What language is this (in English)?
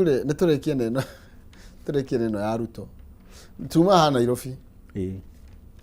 Kikuyu